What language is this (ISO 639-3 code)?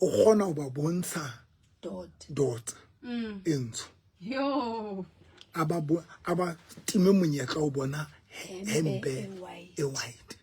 sot